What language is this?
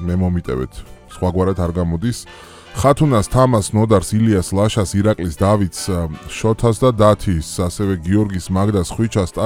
Georgian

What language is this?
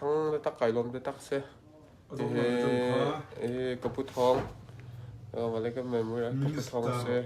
Hakha Chin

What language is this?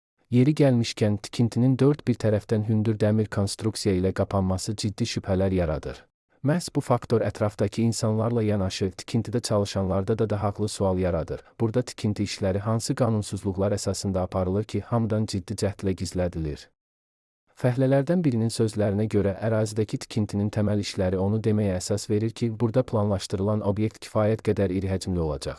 Azerbaijani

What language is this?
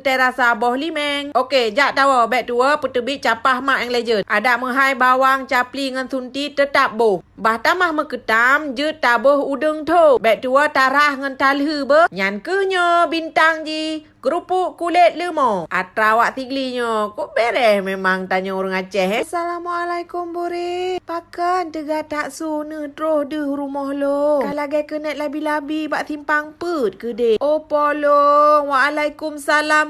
Achinese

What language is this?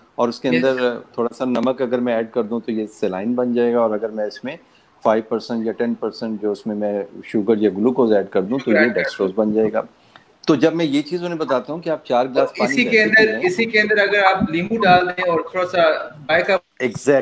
Urdu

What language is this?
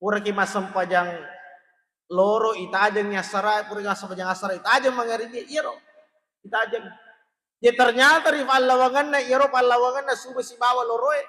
Buginese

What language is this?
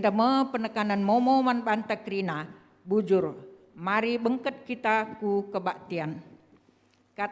Batak Karo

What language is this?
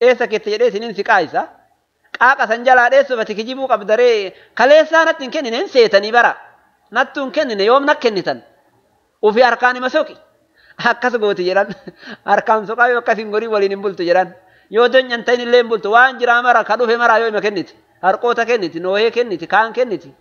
Oromo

